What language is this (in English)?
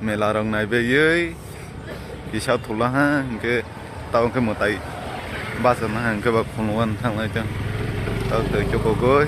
Kok Borok